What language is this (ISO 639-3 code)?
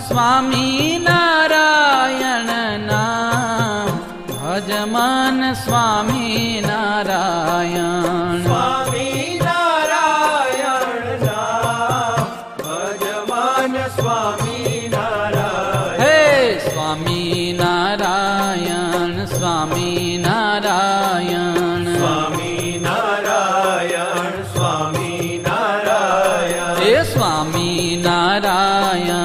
guj